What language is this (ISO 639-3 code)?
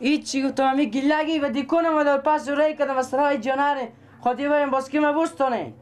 fas